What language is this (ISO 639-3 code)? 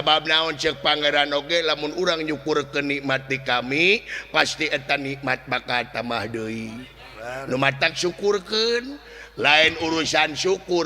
sun